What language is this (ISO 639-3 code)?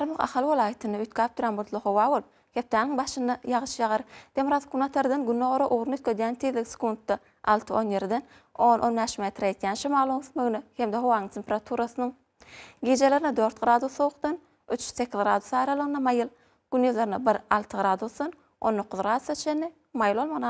tuk